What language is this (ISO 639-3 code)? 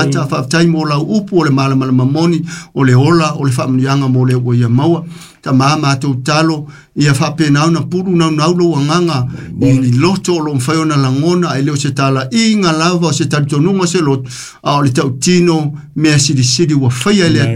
smo